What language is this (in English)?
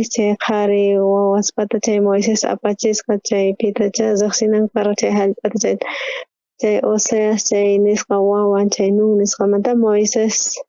South Bolivian Quechua